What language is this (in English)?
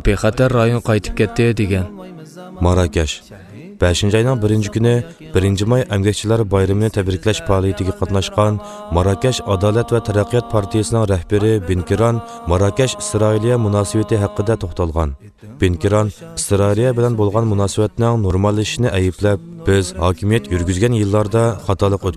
Uyghur